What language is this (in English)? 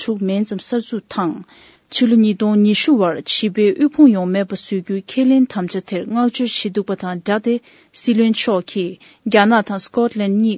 Tibetan